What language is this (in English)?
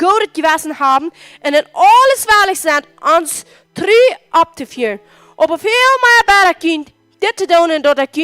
Plautdietsch